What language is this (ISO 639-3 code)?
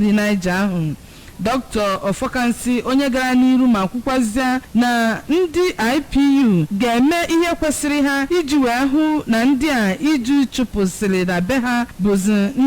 ibo